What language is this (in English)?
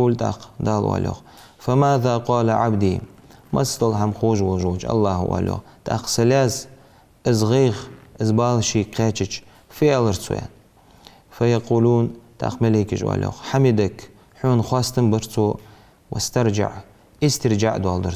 Ingush